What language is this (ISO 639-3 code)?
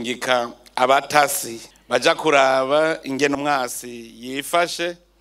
run